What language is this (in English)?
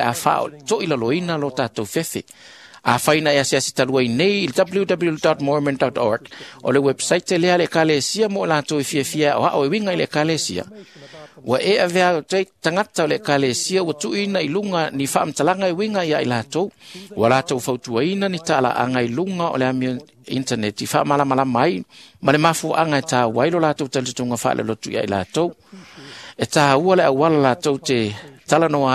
Samoan